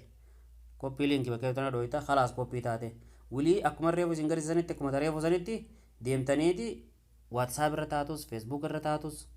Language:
Oromo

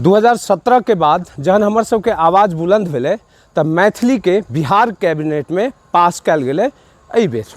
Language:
Maithili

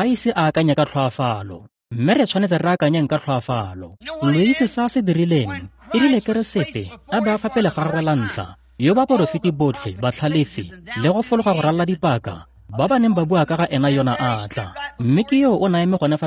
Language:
Tswana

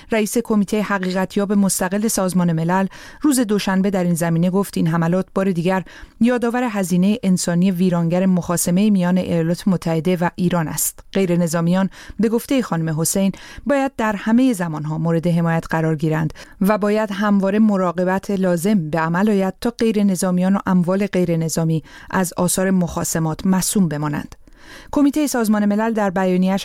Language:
Persian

